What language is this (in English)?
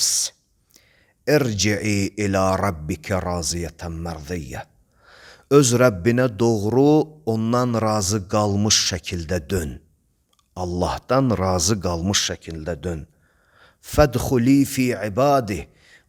Azerbaijani